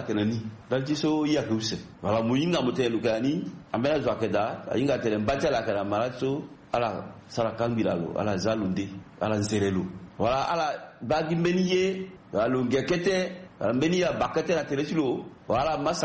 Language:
Sango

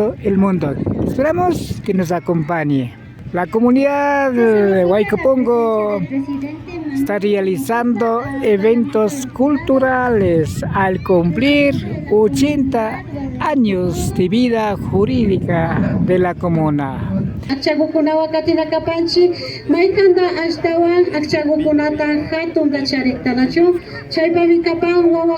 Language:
Imbabura Highland Quichua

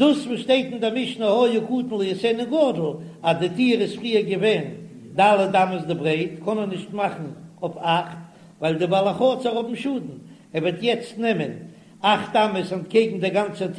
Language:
Yiddish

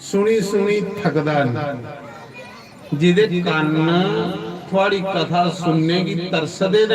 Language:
Dogri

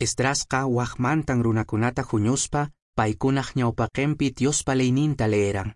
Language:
Quechua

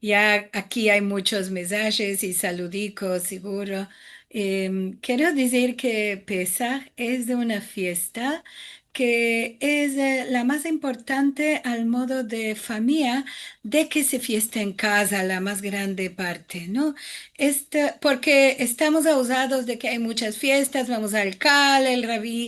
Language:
Ladino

